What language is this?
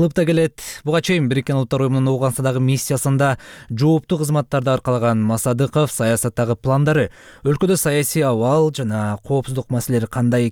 Kyrgyz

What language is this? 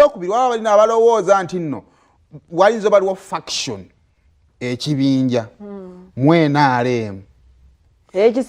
Ganda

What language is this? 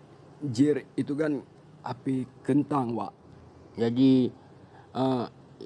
Achinese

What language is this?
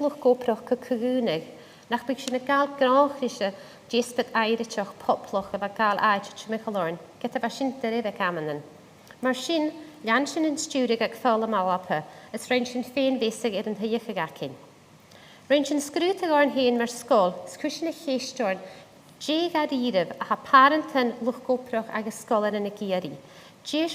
Scottish Gaelic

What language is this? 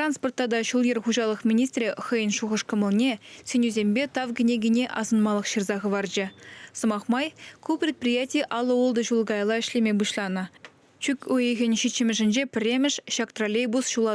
Chuvash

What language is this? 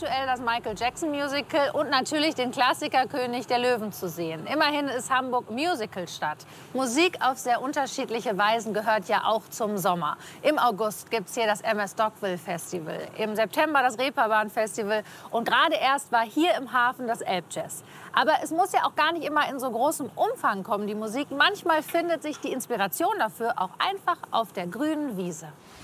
German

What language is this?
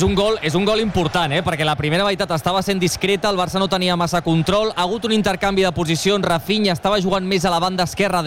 Catalan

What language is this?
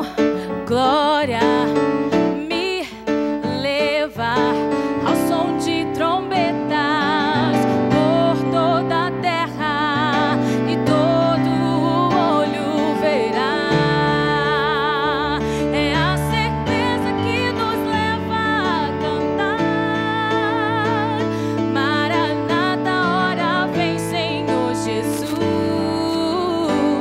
Portuguese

